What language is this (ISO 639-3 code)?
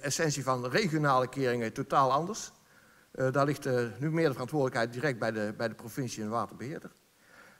nld